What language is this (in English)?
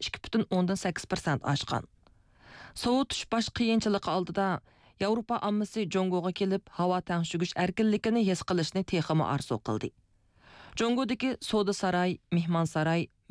Uyghur